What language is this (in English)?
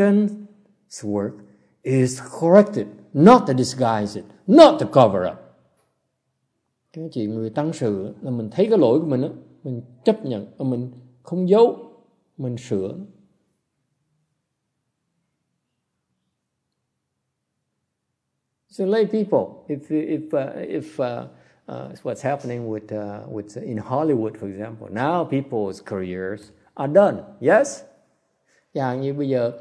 Vietnamese